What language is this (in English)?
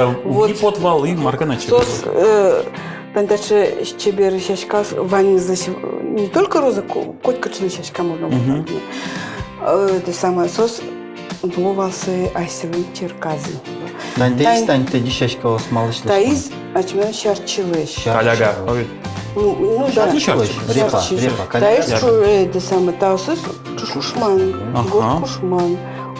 Udmurt